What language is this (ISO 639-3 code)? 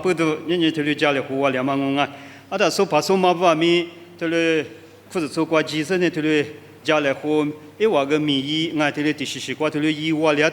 lis